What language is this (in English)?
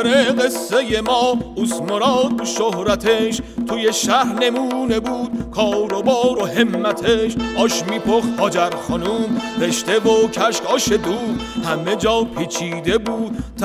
Persian